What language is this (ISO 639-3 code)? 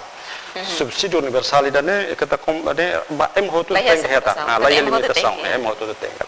tet